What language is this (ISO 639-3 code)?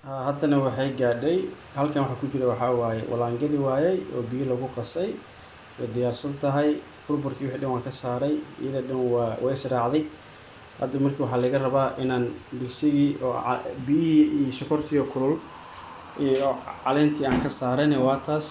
som